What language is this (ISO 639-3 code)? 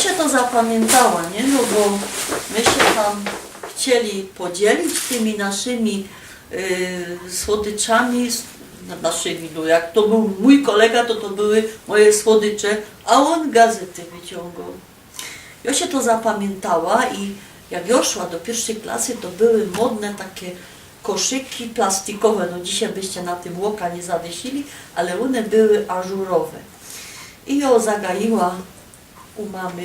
szl